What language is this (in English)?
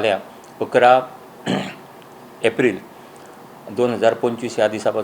Konkani